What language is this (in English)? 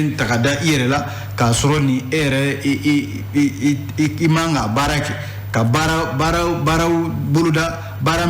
Bambara